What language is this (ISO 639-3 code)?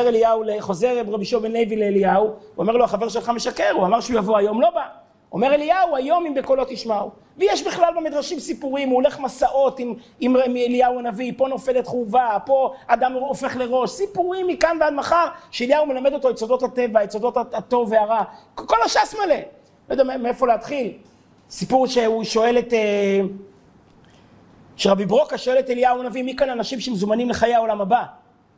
heb